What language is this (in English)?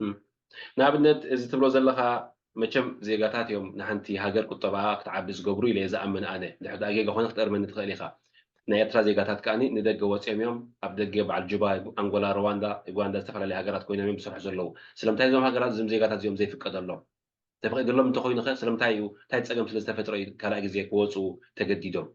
Tigrinya